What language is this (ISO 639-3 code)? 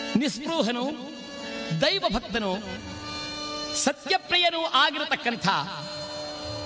kan